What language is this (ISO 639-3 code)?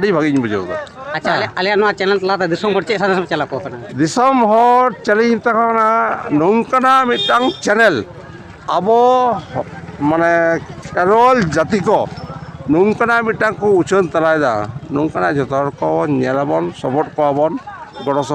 sat